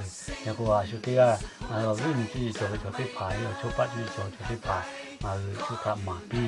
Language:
Lahu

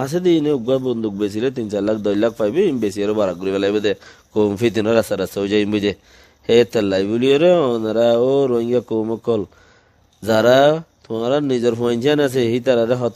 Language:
Rohingya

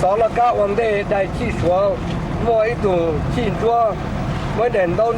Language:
Hmong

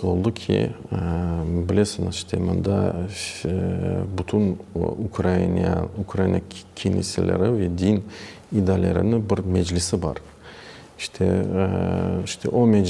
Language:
Crimean Tatar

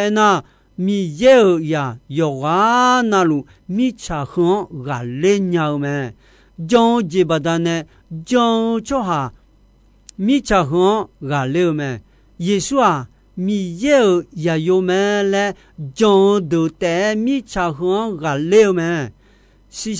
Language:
Akha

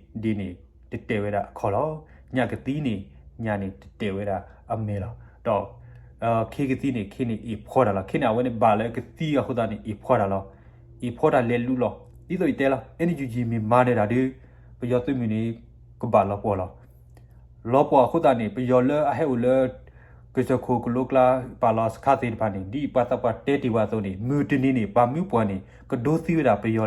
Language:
S'gaw Karen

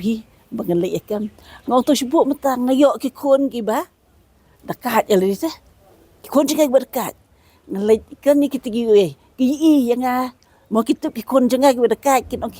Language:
Khasi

